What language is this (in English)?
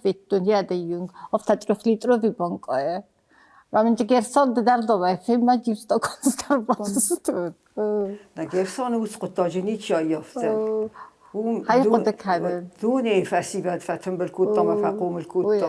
Ossetic